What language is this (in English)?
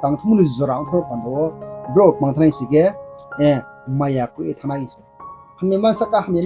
Riang (India)